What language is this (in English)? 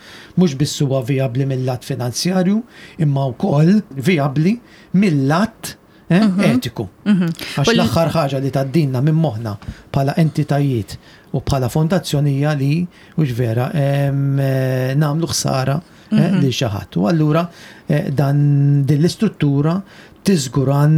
Maltese